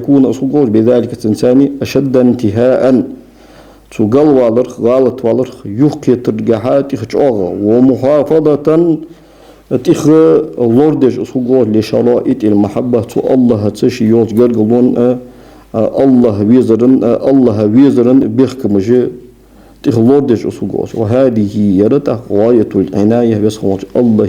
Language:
Ingush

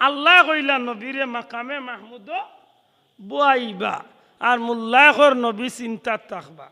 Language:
Sylheti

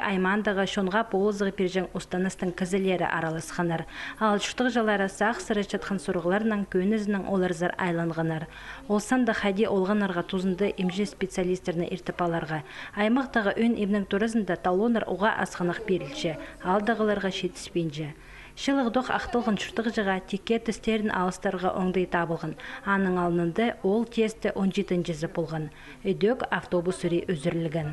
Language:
Khakas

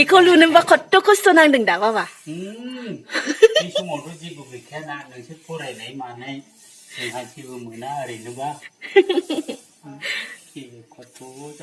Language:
Bodo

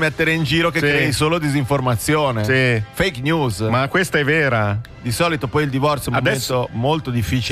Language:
Italian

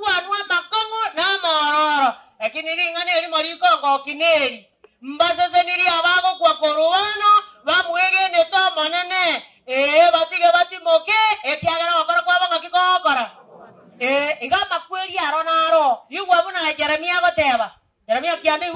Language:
Gusii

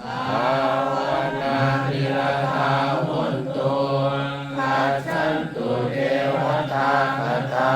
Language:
Pali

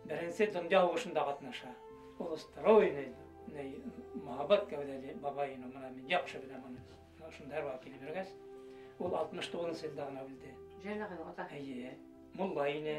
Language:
Bashkir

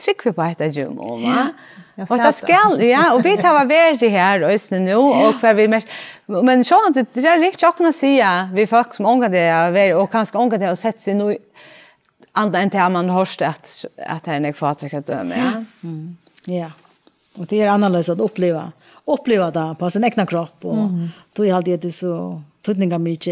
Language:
Faroese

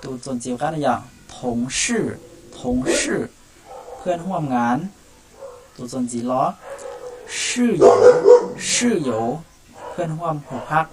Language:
Hmong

